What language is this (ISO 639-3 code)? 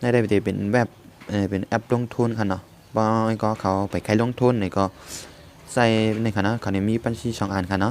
shn